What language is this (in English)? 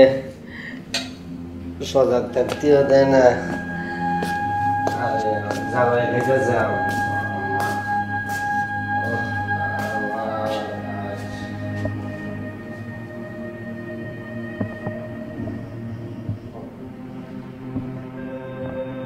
Bangla